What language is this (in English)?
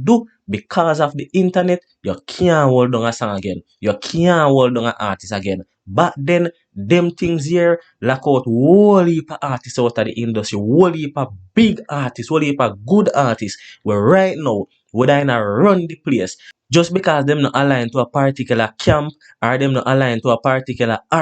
Jamaican Creole English